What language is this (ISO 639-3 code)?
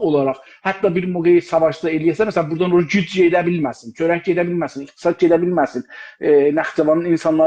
azb